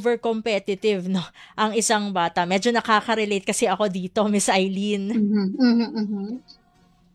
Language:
Filipino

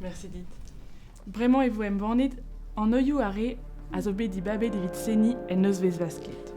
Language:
Breton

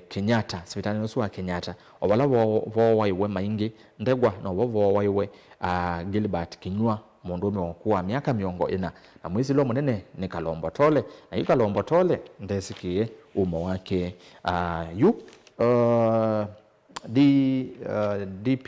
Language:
Kamba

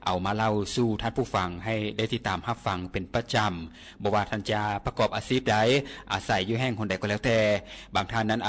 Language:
Lao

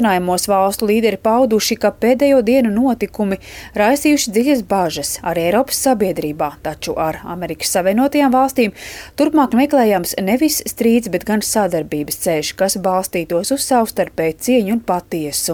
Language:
Latvian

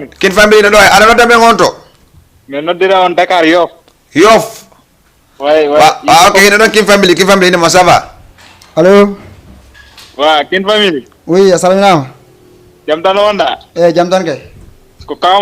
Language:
Fula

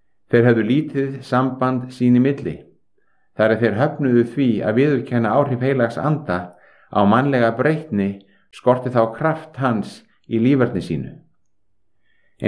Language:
Icelandic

